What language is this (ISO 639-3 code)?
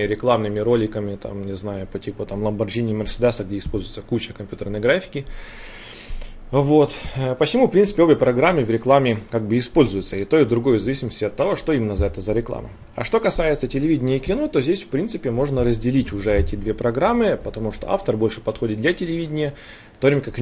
rus